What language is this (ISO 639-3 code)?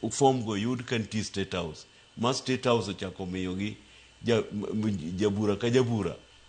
luo